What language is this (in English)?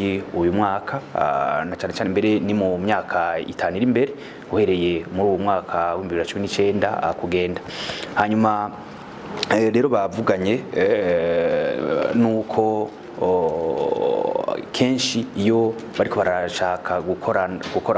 Rundi